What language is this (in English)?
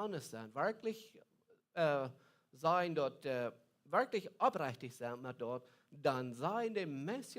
Plautdietsch